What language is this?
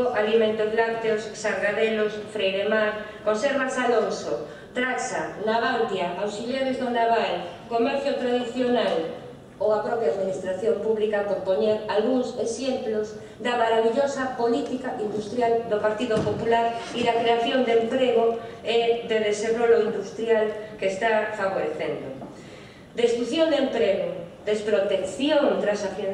Galician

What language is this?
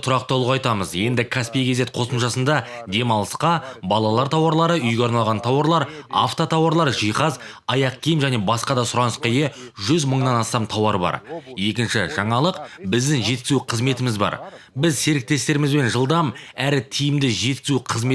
Kazakh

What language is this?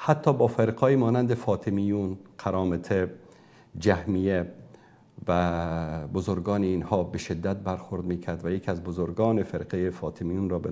Persian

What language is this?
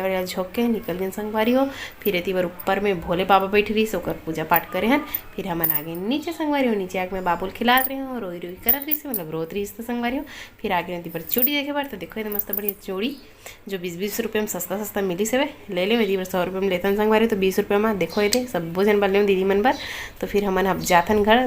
Chhattisgarhi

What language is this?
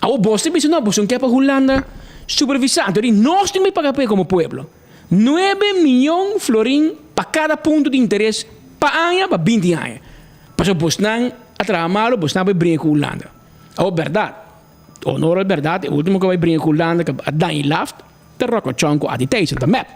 Papiamento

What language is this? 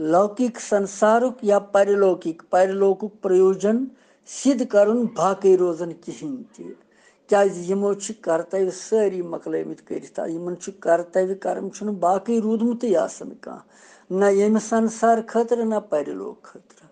Kashmiri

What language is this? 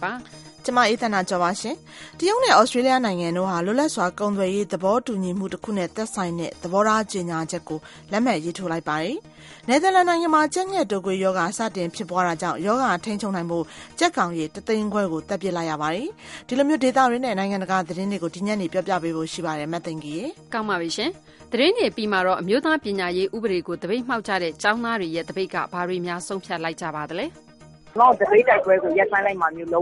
Burmese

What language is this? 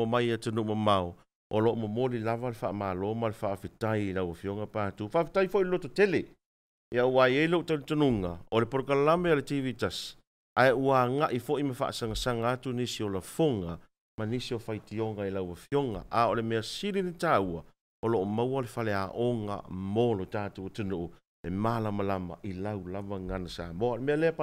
Samoan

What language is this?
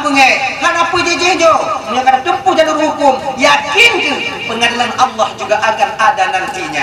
Achinese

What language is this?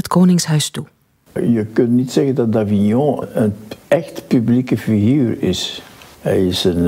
Dutch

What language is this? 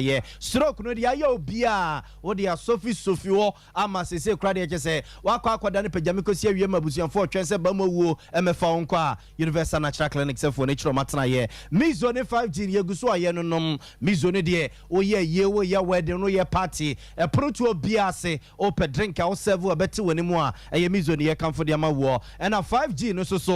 Akan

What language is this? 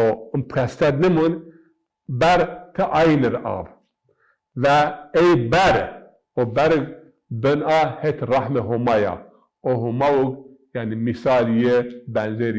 Zaza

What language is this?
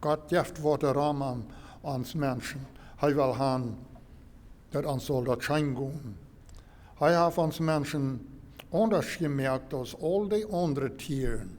Plautdietsch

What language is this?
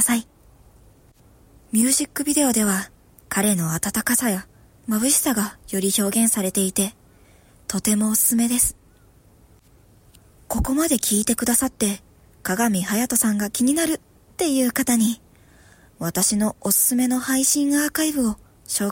Japanese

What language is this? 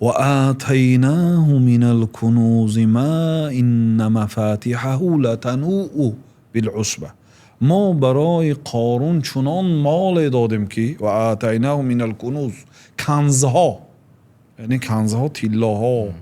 Tajik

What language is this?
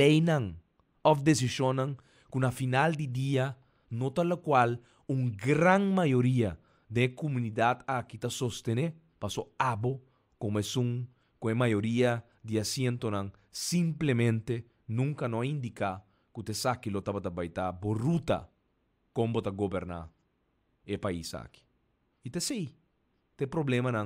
Papiamento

